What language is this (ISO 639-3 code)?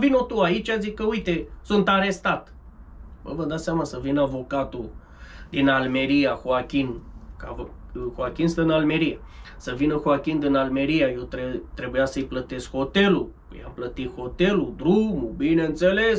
ron